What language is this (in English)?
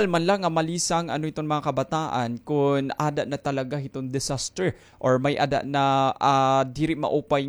Waray